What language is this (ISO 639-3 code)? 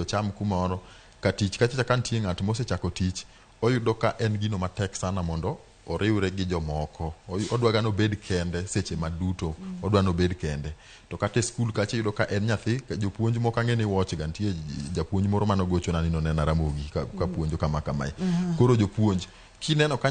luo